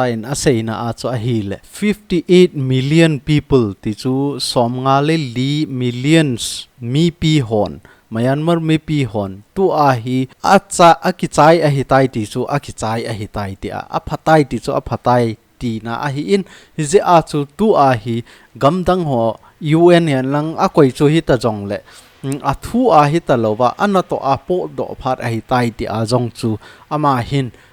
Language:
Thado Chin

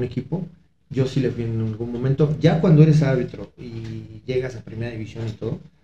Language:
Spanish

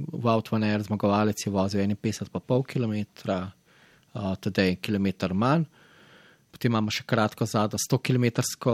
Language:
Slovenian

